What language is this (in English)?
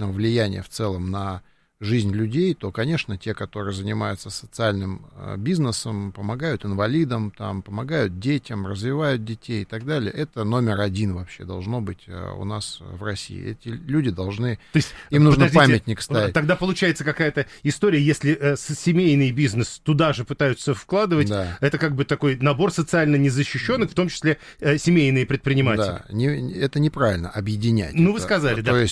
Russian